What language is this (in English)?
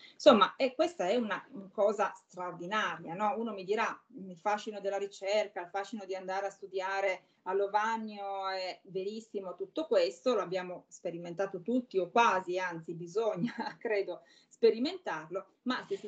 Italian